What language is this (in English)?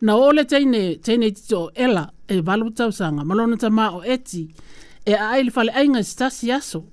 Samoan